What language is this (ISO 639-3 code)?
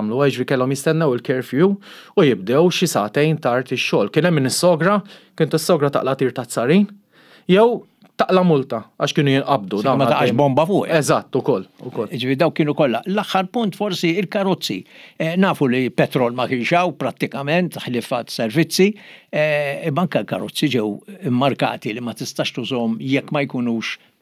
mlt